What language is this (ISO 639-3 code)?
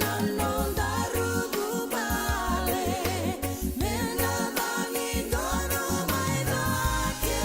fij